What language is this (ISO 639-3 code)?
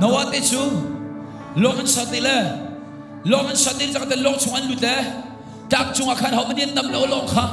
cnh